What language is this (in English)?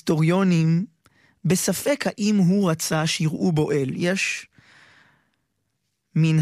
Hebrew